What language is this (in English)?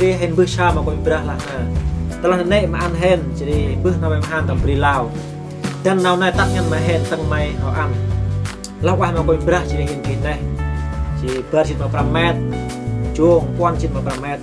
Central Mnong